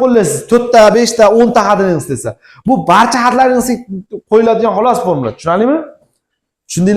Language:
Uzbek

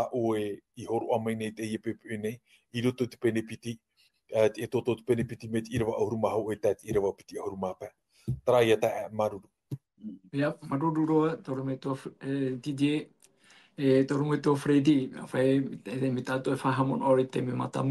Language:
Tahitian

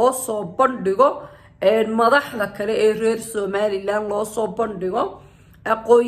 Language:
Somali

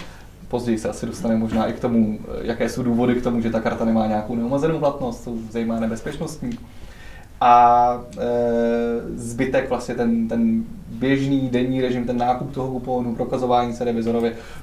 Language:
Czech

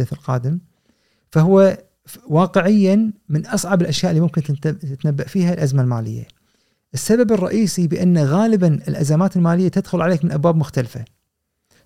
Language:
Gulf Arabic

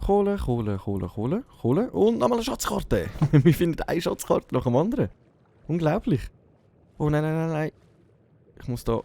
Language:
Swiss German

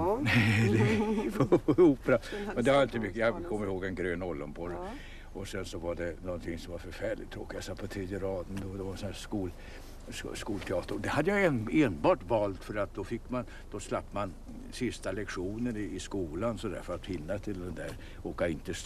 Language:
Swedish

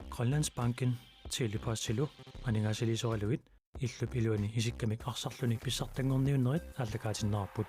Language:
Kalaallisut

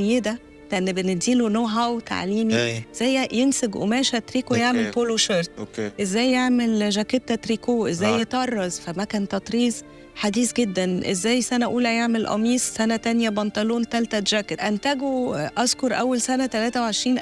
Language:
Egyptian Arabic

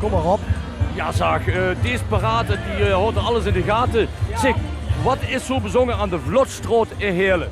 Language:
Limburgish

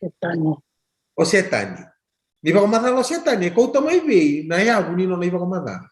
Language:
Fijian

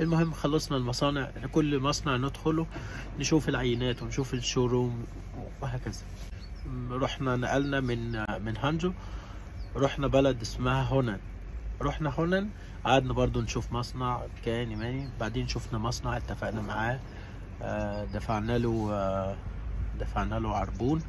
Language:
Egyptian Arabic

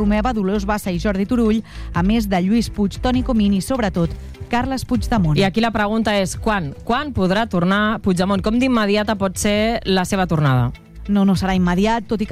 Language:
Catalan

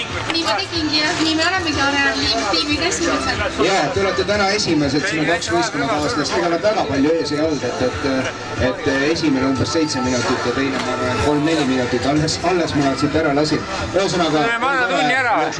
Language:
Estonian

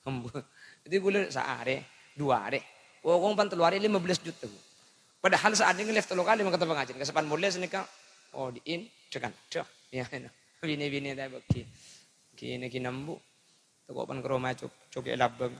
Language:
Madurese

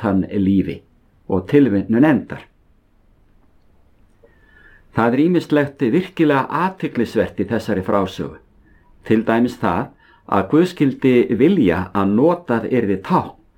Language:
Icelandic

